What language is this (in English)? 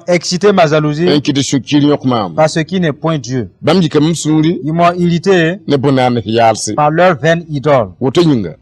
Mossi